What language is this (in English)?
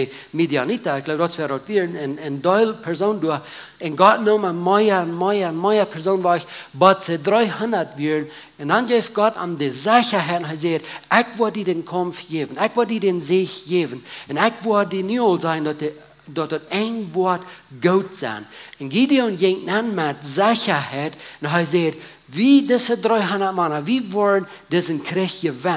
Plautdietsch